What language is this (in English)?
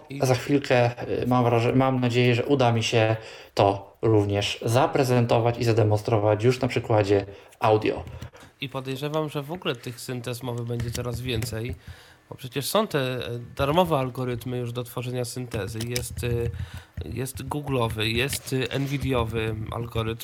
Polish